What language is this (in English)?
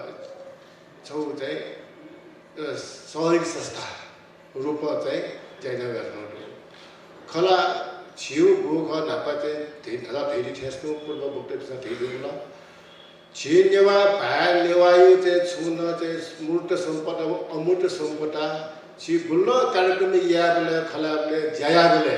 Newari